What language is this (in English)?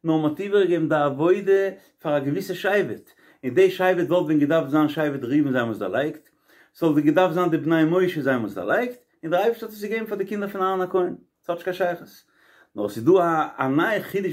Yiddish